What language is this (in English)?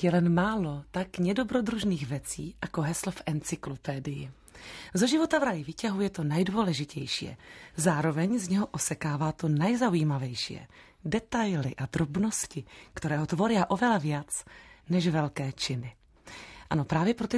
Slovak